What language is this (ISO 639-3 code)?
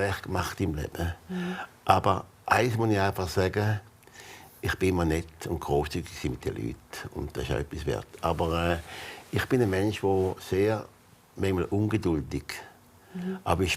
gsw